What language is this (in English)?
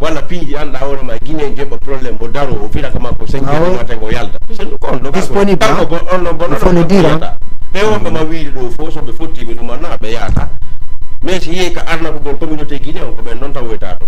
Fula